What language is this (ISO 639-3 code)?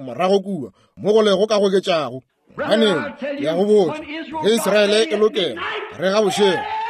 nso